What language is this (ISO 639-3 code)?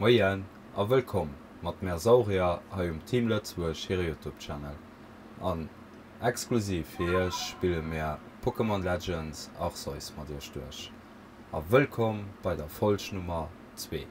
ltz